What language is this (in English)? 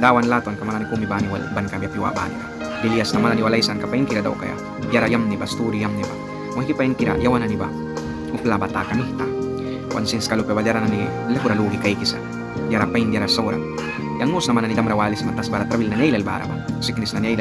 Mískito